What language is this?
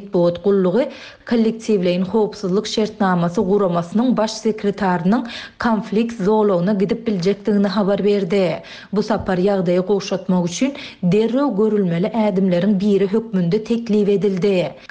Turkmen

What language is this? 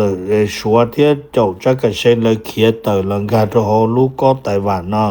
Hmong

